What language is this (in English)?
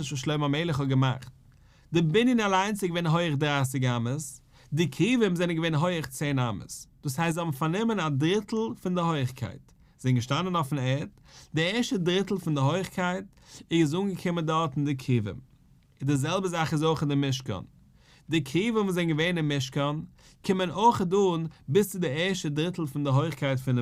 Yiddish